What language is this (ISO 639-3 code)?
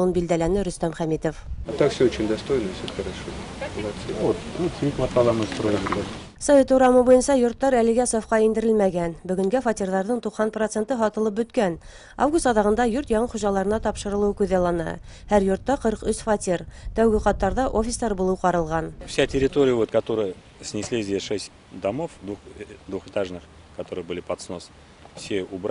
bak